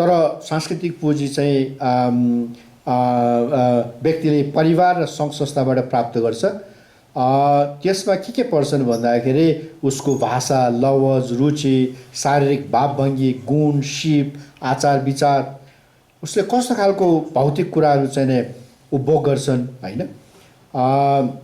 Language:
Nepali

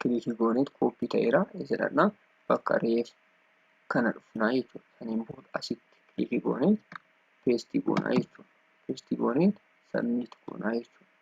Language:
Oromo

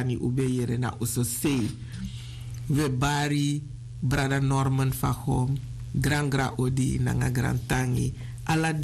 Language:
Sranan Tongo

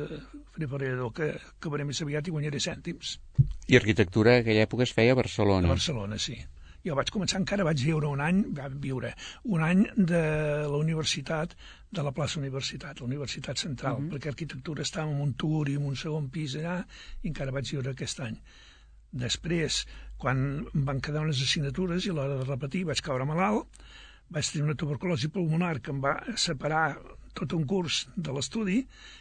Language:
Catalan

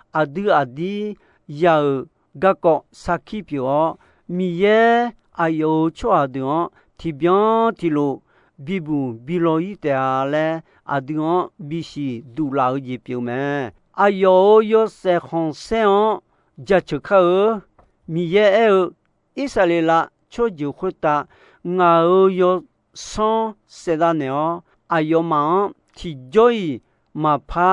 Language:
Akha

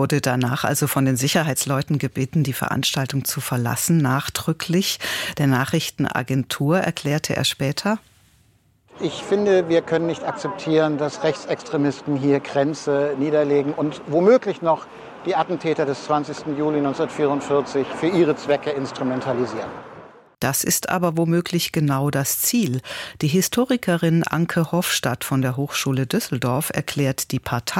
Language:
German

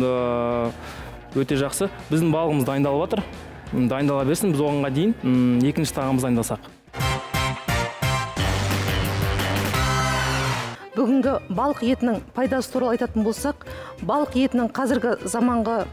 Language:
Kazakh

